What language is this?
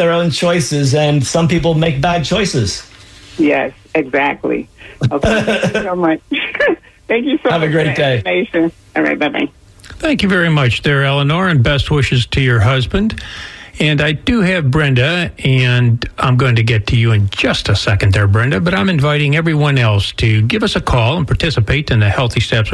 English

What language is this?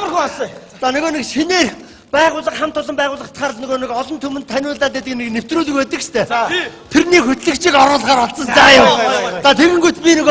Mongolian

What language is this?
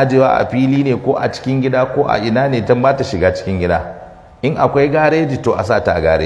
Hausa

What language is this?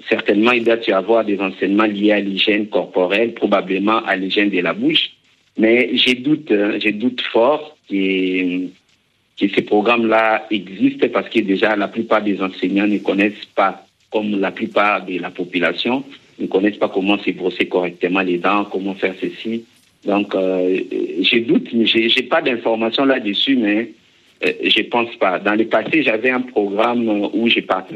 French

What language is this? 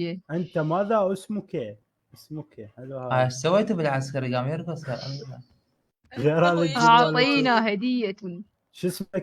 Mesopotamian Arabic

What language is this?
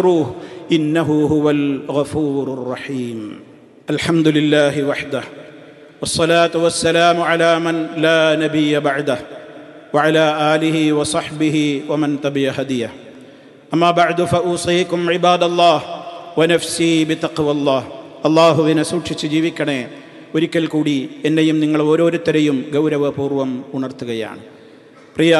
Malayalam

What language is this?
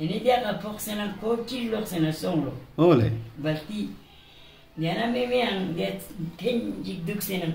Ladakhi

